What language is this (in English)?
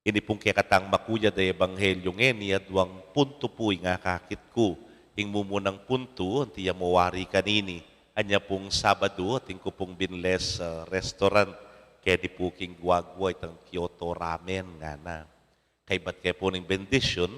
Pampanga